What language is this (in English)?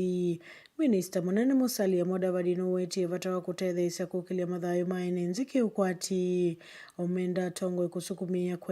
Kamba